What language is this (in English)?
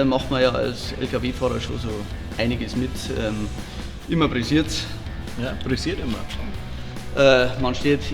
Bavarian